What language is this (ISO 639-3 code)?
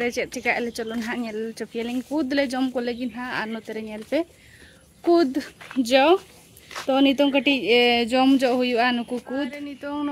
sat